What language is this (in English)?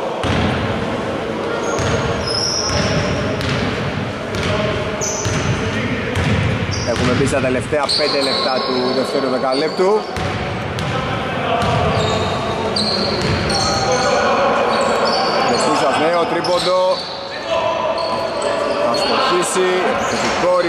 Greek